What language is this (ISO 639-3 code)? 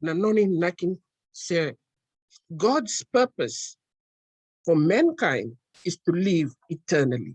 fij